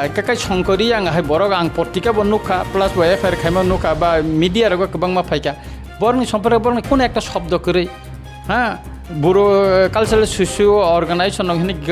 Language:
Riang (India)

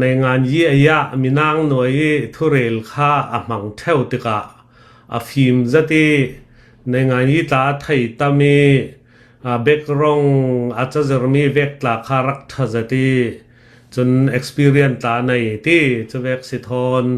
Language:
Hakha Chin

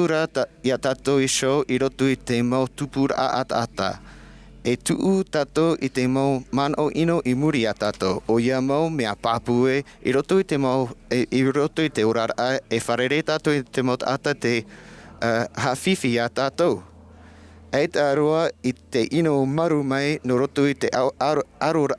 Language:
Tahitian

